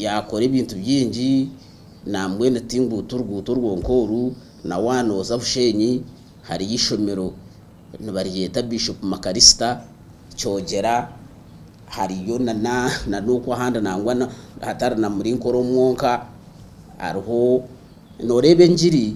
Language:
Nyankole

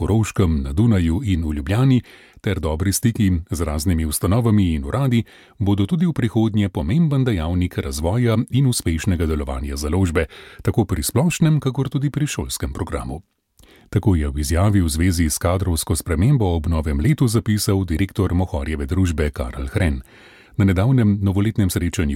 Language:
Slovenian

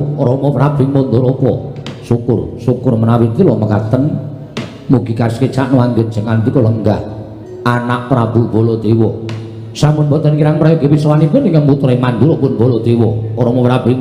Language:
Javanese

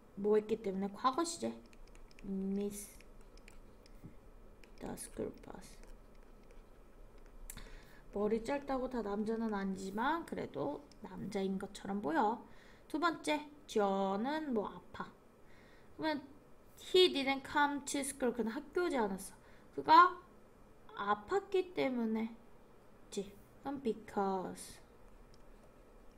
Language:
Korean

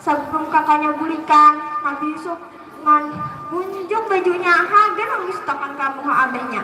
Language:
Banjar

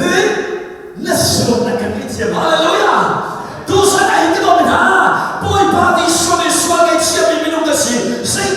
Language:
Hakha Chin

